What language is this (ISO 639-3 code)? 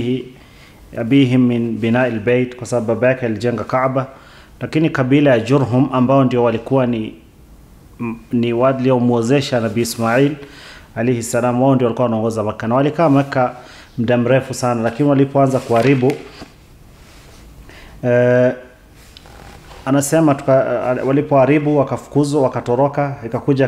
swa